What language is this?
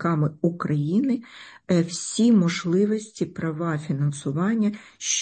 Ukrainian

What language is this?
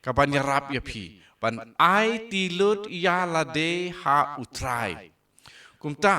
Khasi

